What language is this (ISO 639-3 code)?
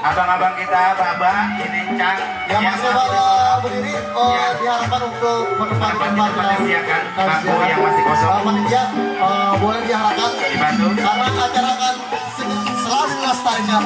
bew